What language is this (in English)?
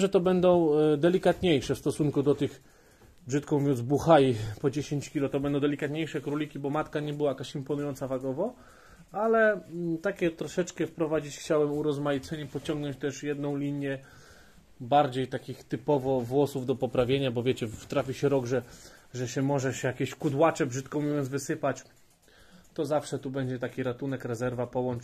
Polish